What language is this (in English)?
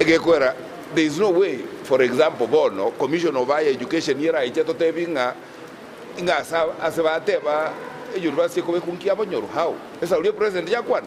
Gusii